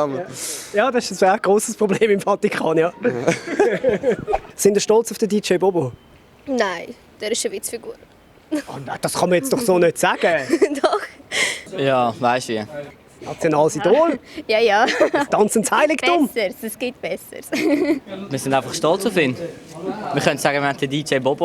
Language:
Swiss German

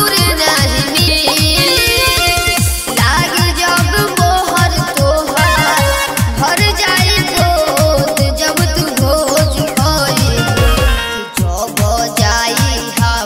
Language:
Bhojpuri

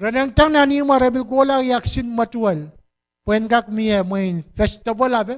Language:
Pohnpeian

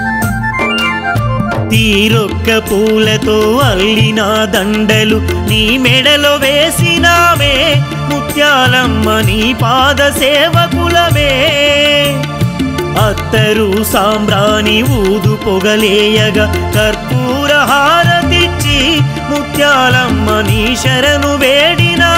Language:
Telugu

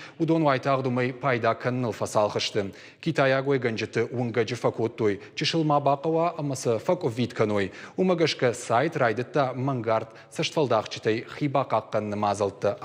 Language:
Ossetic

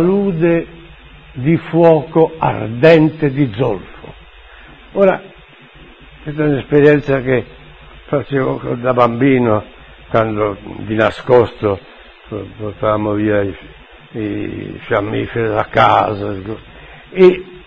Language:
Italian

